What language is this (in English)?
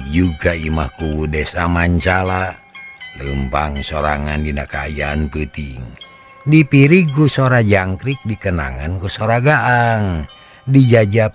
Sundanese